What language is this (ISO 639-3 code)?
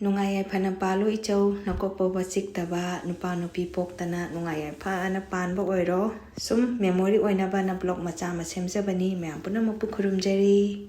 mni